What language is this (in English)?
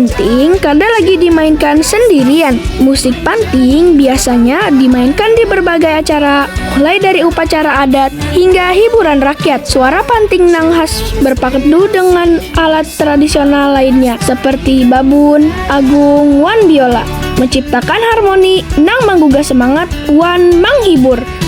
Banjar